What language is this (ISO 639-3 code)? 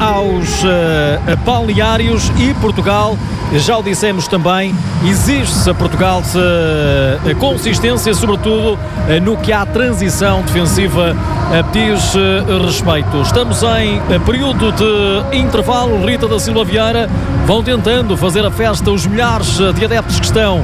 por